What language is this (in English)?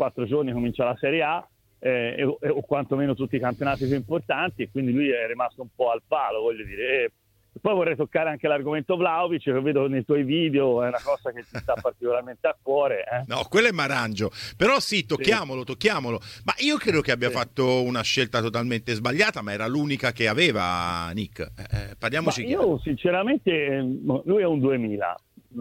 Italian